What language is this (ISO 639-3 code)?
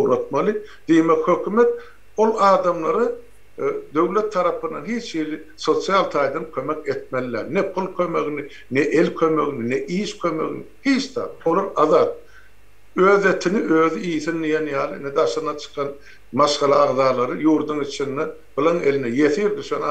tuk